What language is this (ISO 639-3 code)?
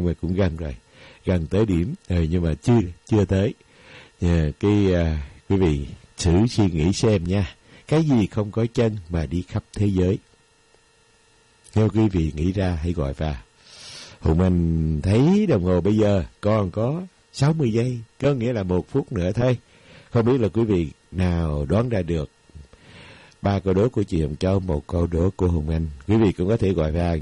vie